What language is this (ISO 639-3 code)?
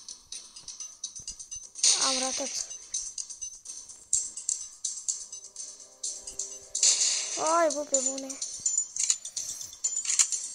ron